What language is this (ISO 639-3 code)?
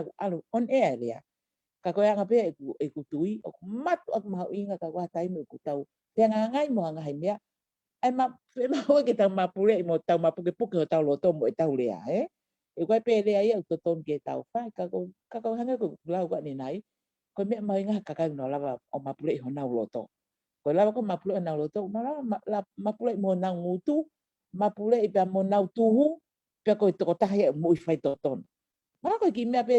ton